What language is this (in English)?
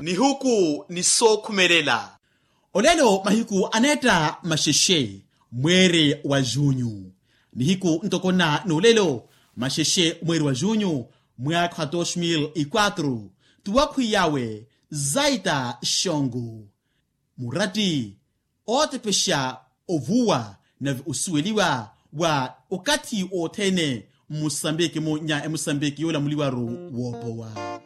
Makhuwa